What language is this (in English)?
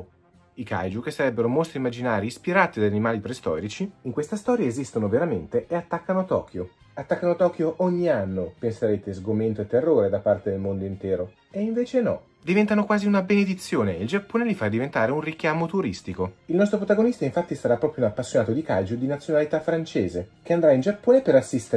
Italian